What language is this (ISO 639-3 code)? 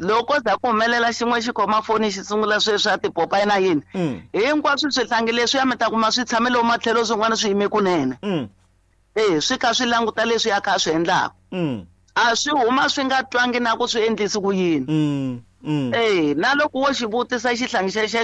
tso